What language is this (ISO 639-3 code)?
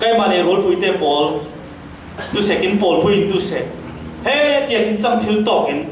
cfm